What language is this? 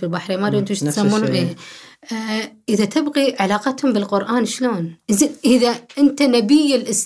Gulf Arabic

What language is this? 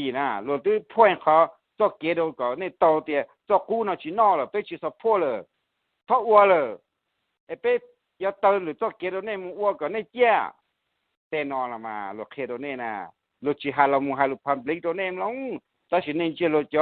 Hmong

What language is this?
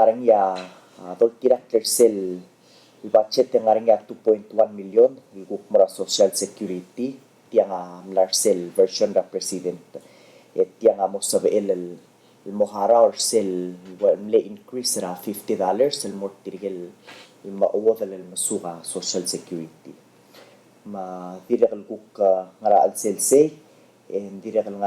Palauan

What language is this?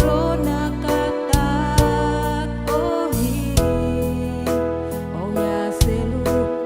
Tetum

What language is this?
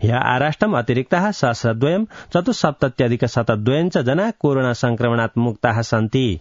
Sanskrit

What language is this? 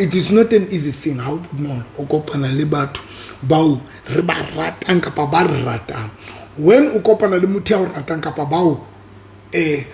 Southern Sotho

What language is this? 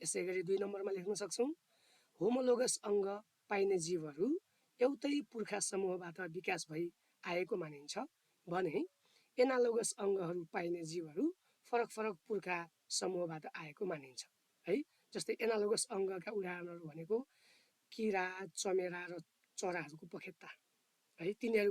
Nepali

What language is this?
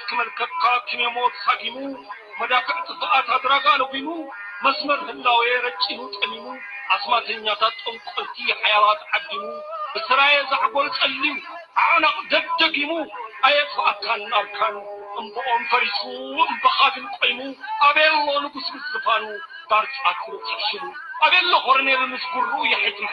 Tigrinya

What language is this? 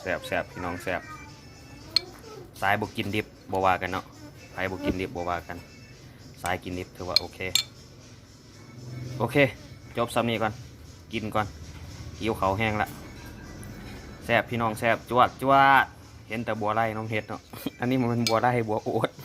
Lao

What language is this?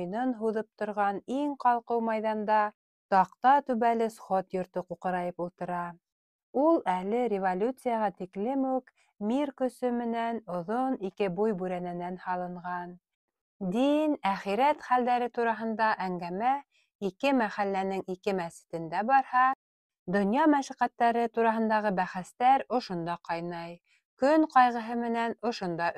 Bashkir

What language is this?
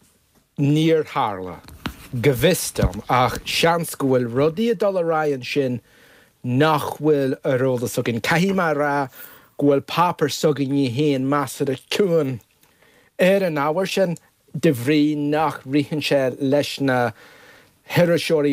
Irish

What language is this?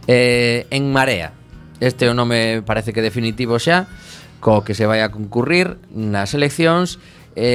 Galician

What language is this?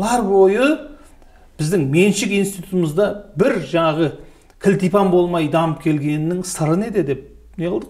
Kazakh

